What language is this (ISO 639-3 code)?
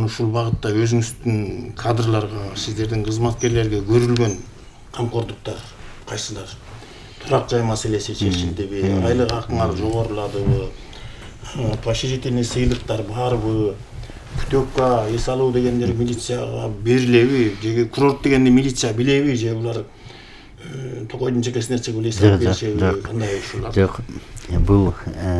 kir